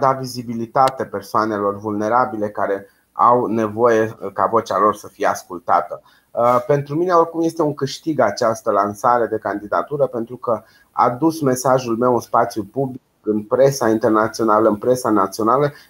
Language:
Romanian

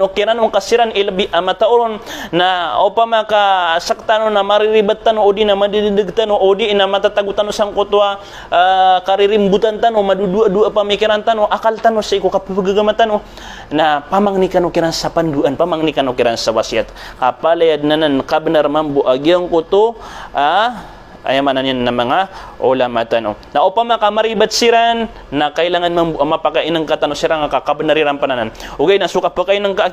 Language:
Maranao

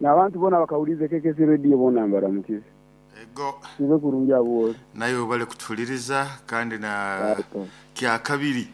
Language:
Nyankole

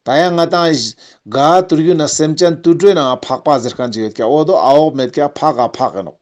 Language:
Ladakhi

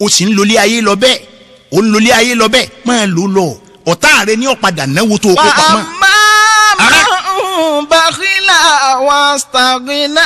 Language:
Yoruba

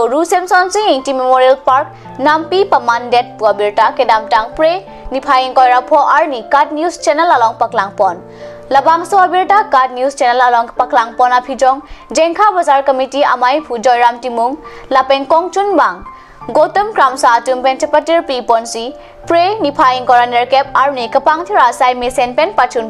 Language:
Karbi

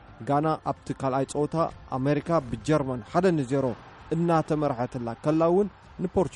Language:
Tigrinya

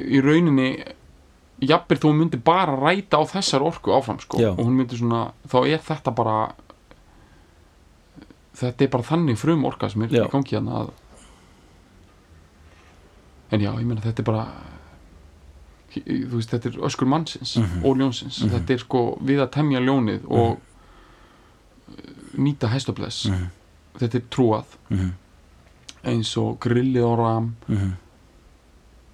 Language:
Icelandic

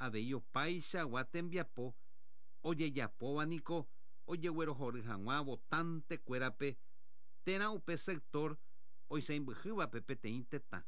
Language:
Guarani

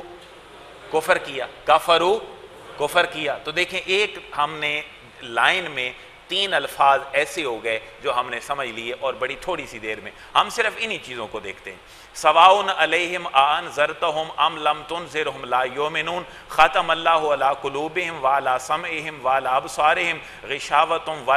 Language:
Urdu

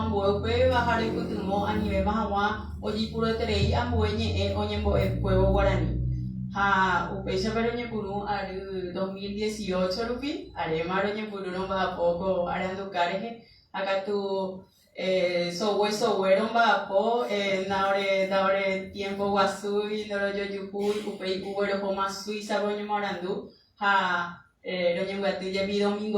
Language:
Guarani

